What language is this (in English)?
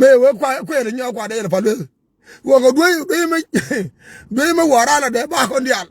Nuer